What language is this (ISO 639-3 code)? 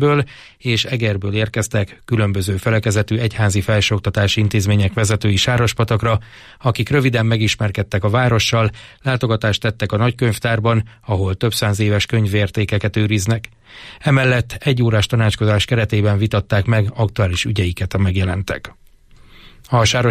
hun